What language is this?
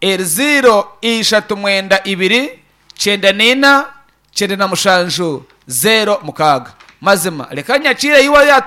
Nyankole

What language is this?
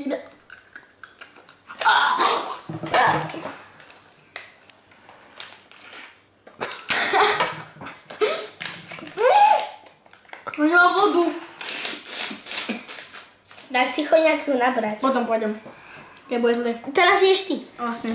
Slovak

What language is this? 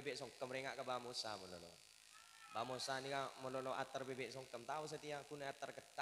Madurese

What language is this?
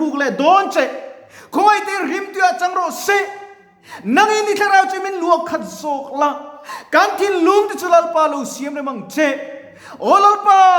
Mizo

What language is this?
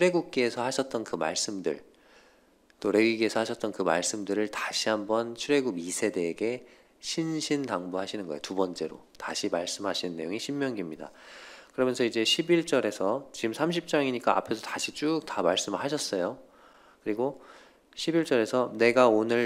Korean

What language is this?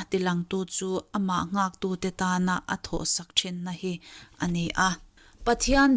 Mizo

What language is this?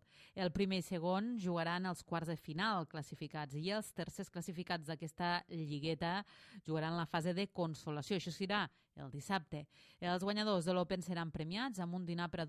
Catalan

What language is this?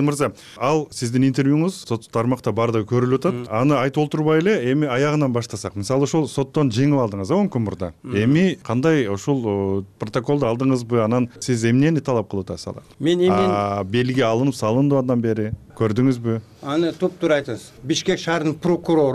Kyrgyz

